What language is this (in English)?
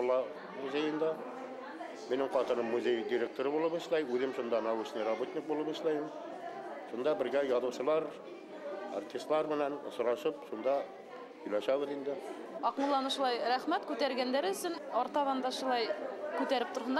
Bashkir